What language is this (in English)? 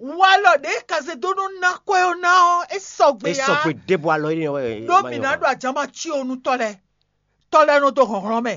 Fon